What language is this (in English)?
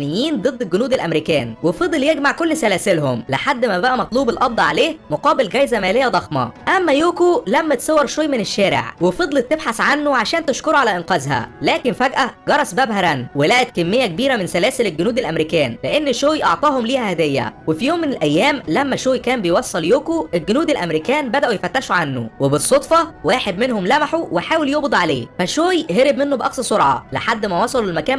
Egyptian Arabic